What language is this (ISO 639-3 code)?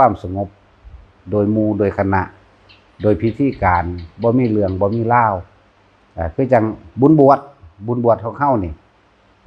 tts